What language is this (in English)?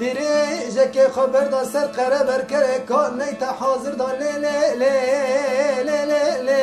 Kurdish